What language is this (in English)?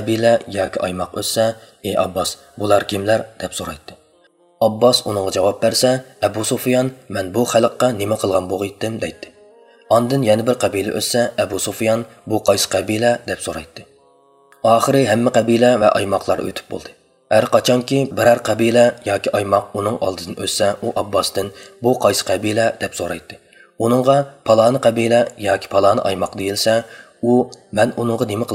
Uyghur